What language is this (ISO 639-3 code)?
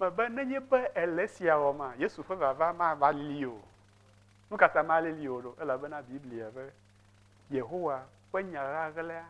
ewe